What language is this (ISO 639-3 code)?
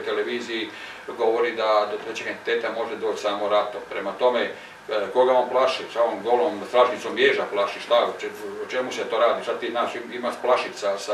hrv